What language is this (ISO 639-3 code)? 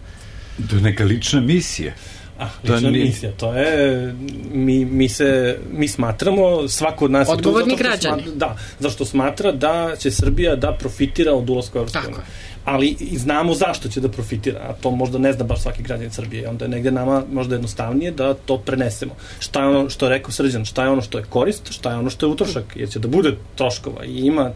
srp